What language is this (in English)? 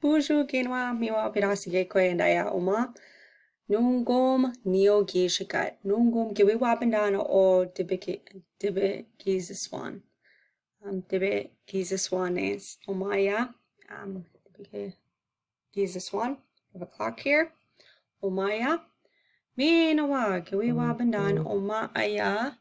Chippewa